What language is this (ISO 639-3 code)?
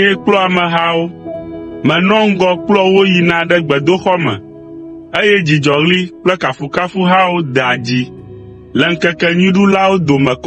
ewe